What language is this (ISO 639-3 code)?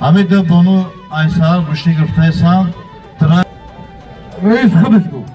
tgk